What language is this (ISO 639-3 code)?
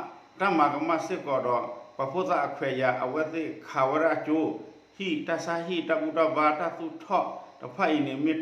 ksw